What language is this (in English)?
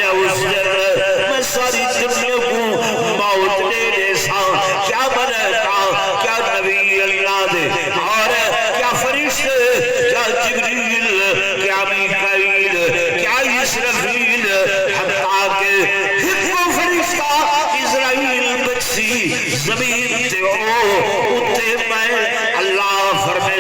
Saraiki